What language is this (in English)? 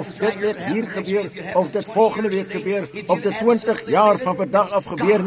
Afrikaans